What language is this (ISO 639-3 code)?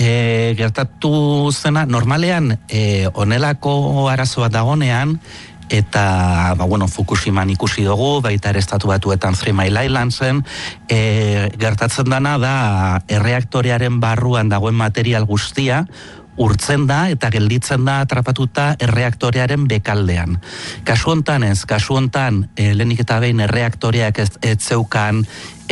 eus